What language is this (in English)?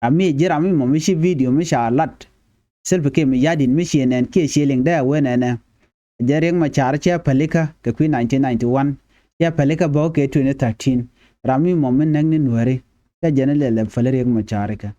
Nuer